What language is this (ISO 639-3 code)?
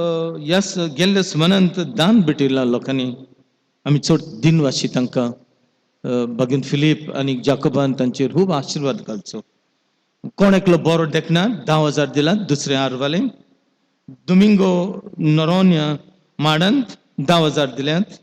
kok